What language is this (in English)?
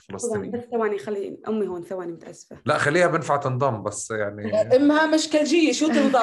North Levantine Arabic